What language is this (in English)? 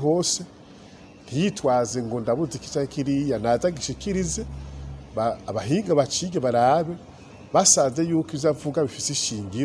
Rundi